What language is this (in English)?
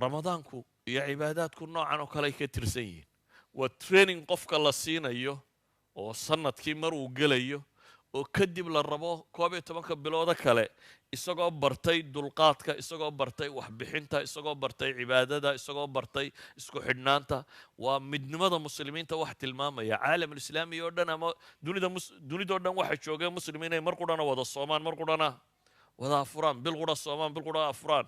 Somali